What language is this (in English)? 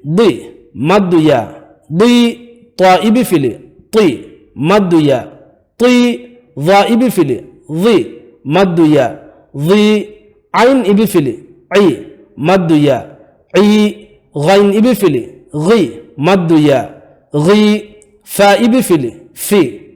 Divehi